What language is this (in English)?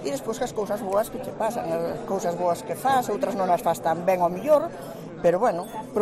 Galician